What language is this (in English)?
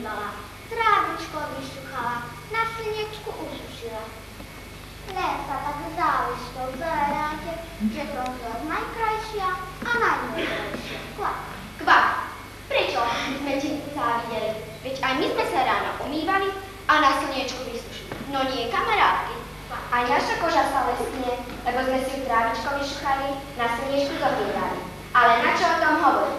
Slovak